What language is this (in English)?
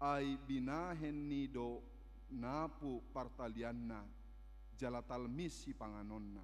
Batak Toba